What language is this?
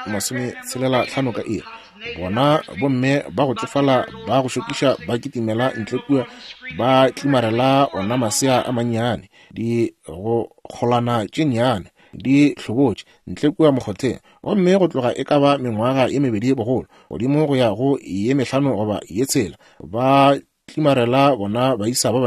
Northern Sotho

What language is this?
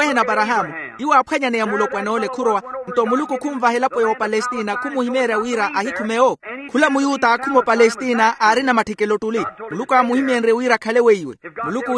Makhuwa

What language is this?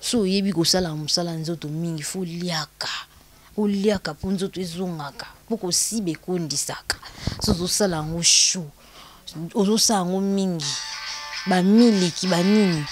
Lingala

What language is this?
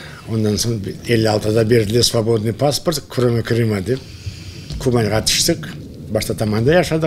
Crimean Tatar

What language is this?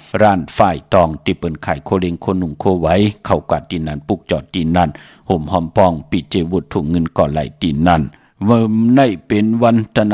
Shan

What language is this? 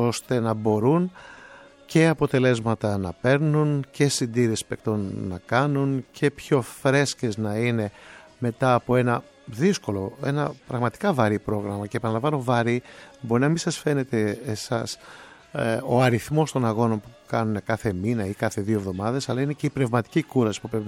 Greek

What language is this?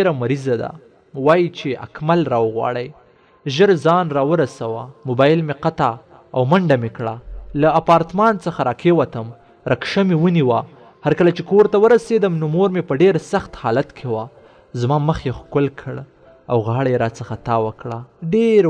Pashto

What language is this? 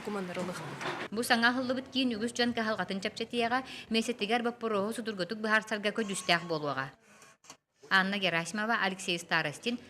Yakut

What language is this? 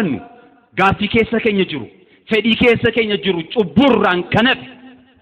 Oromo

